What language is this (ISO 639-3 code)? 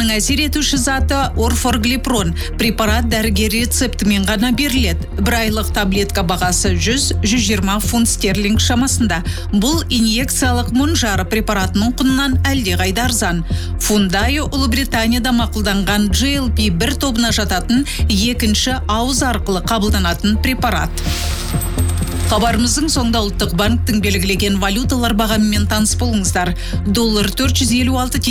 kaz